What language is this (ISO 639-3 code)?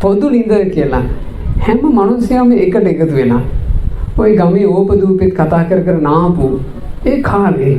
sin